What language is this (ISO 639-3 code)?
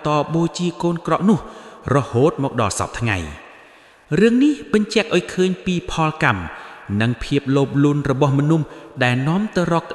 khm